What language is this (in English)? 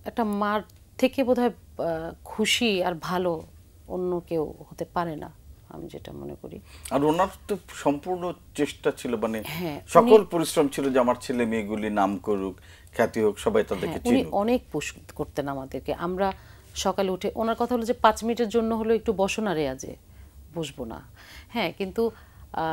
Bangla